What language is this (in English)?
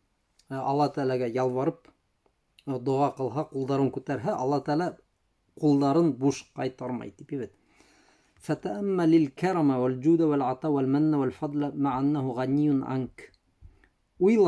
Bashkir